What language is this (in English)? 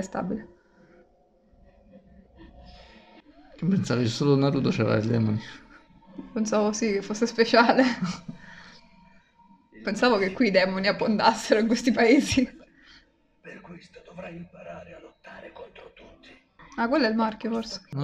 Italian